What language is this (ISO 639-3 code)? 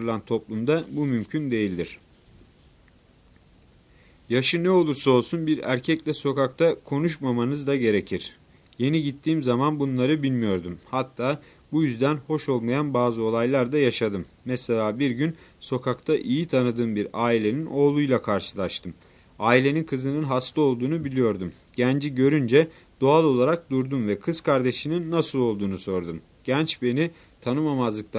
tur